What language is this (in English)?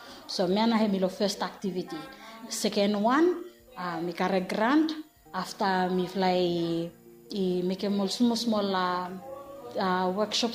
Bislama